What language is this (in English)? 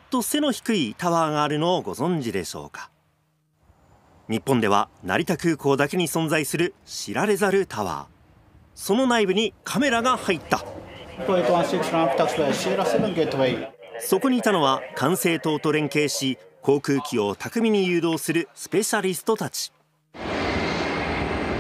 Japanese